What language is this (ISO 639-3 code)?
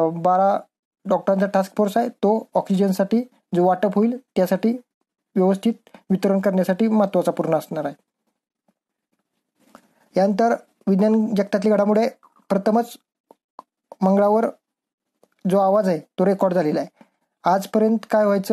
mar